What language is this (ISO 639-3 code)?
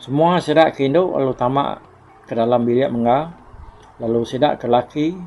iba